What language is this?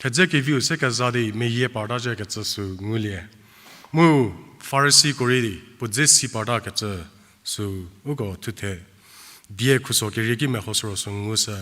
Angami Naga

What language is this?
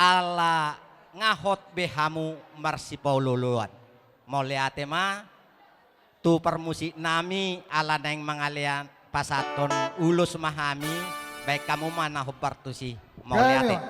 Batak Toba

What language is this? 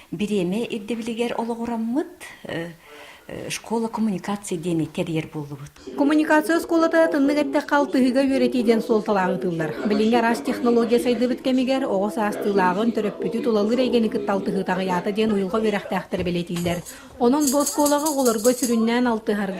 Yakut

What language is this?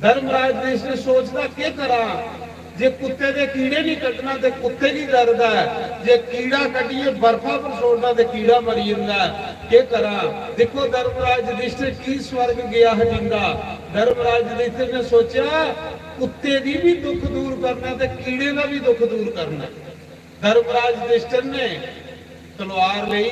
Dogri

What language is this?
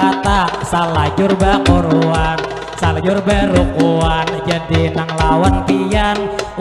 Banjar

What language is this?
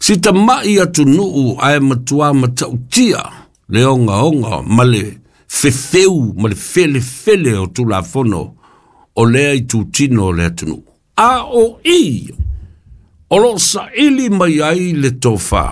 Samoan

